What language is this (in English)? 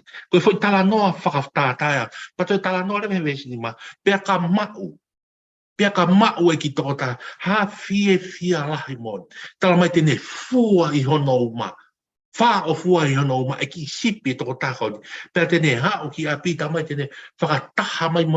Tongan